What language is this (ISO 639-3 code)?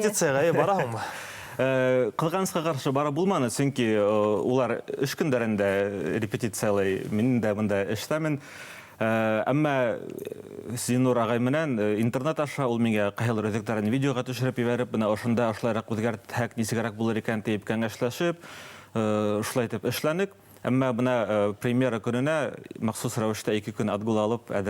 bak